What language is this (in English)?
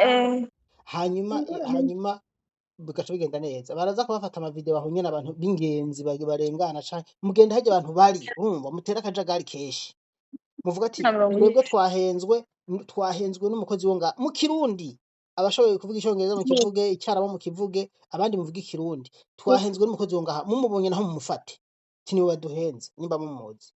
Rundi